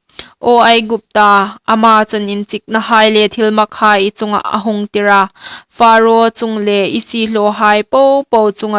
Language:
Hmar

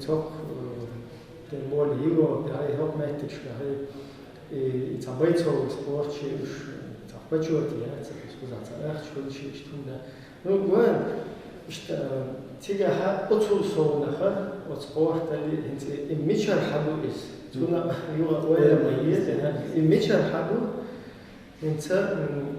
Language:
Chechen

